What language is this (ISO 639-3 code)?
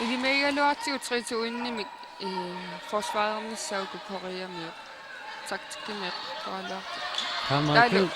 kal